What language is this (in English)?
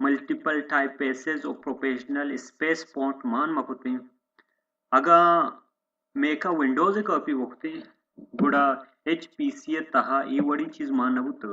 Baluchi